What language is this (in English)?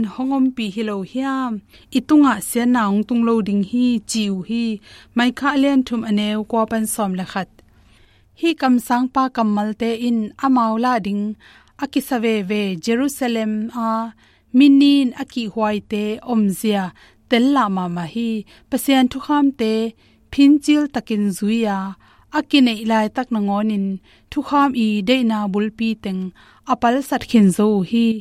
Tedim Chin